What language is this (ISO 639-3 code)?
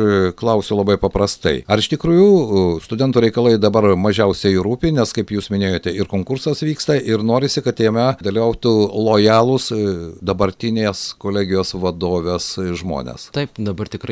lit